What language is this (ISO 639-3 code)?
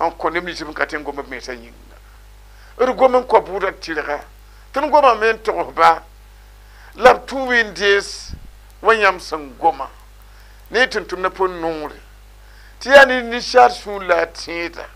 mos